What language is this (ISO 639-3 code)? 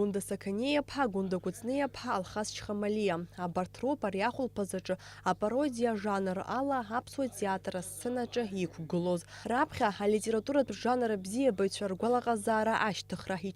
abk